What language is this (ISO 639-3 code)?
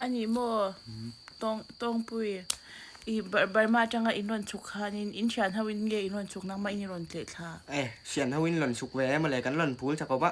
lus